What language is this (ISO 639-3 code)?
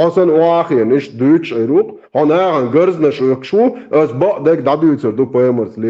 che